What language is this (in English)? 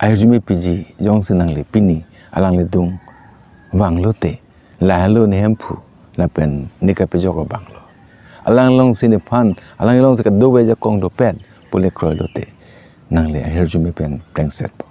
Karbi